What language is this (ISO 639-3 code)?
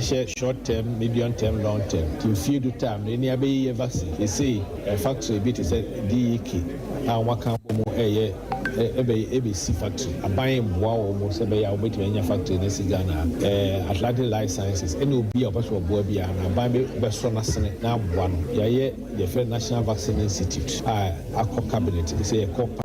aka